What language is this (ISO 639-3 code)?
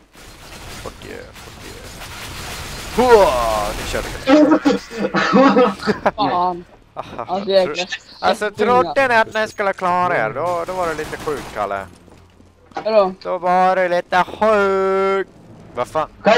swe